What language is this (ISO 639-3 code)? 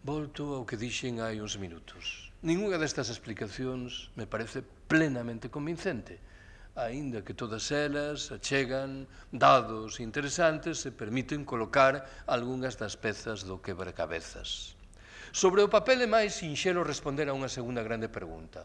glg